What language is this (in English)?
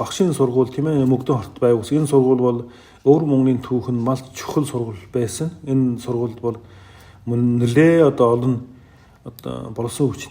Mongolian